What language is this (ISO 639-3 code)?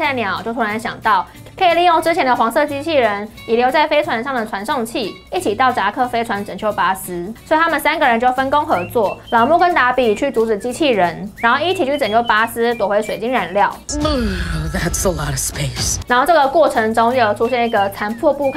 zho